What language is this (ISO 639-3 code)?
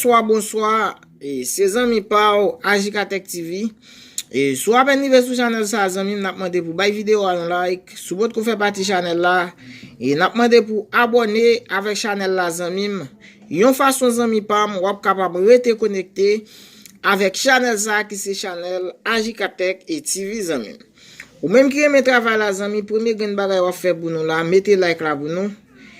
hat